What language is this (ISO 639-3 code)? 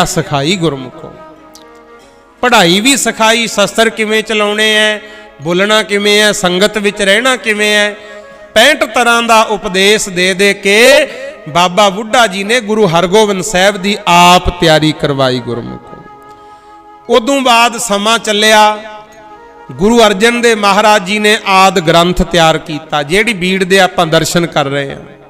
pan